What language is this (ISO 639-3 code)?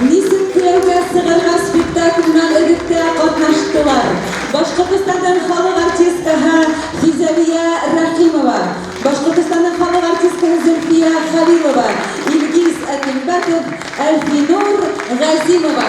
bak